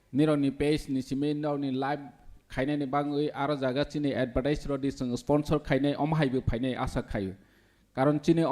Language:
Kok Borok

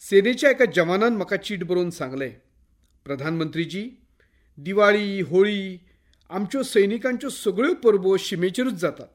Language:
Konkani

